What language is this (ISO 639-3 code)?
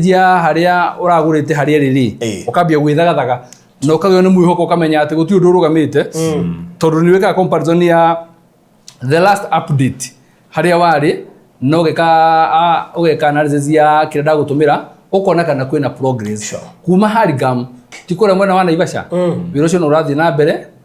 kik